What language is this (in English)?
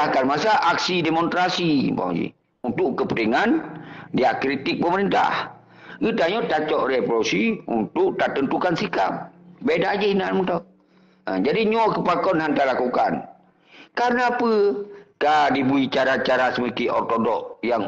Achinese